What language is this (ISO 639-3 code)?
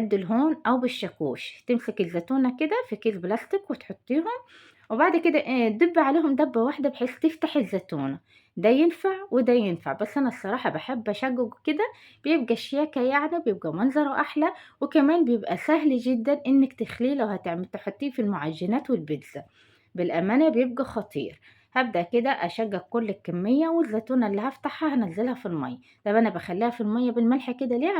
arz